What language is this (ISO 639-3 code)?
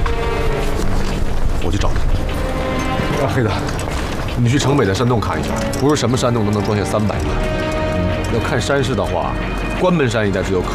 zho